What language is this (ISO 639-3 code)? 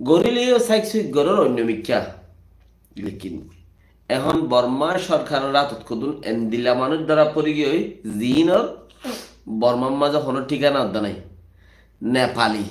rhg